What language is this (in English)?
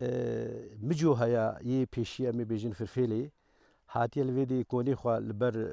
Kurdish